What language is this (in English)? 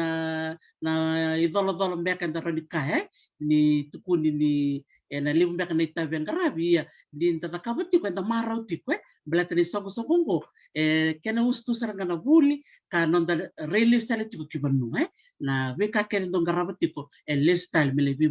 Fijian